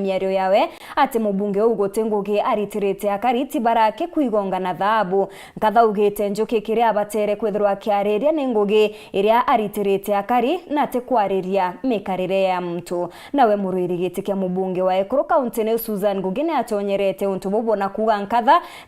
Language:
Meru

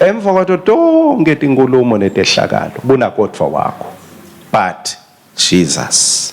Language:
Swati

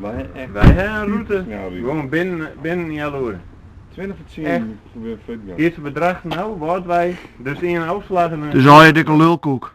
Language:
Western Frisian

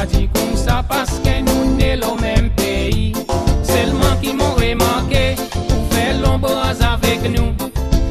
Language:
Seselwa Creole French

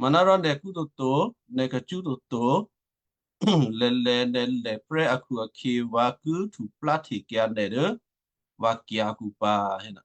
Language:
Western Kayah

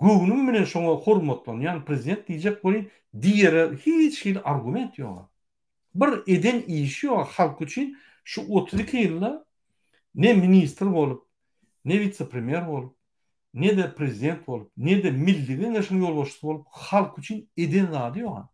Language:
Turkmen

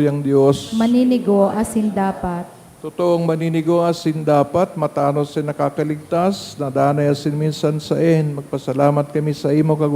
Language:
Bikol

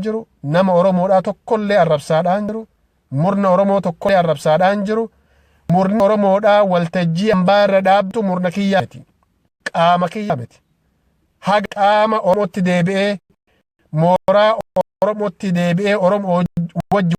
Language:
Oromo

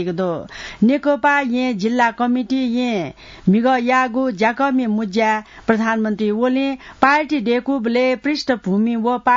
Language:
Newari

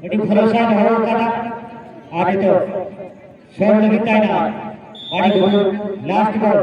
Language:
Santali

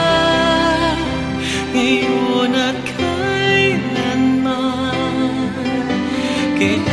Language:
Filipino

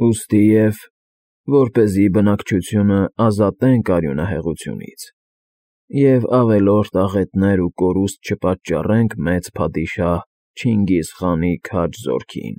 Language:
Armenian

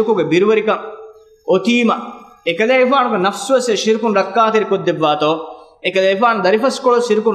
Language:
Divehi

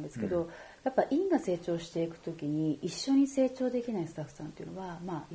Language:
Japanese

